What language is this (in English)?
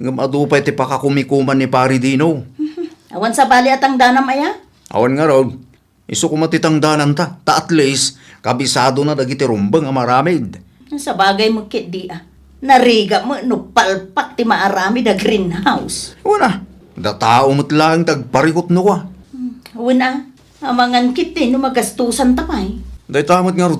Iloko